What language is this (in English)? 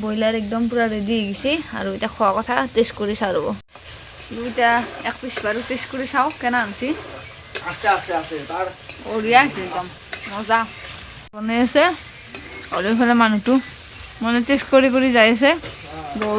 Assamese